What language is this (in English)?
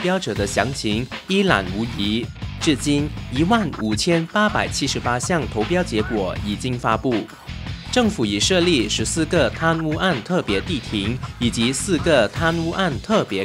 Chinese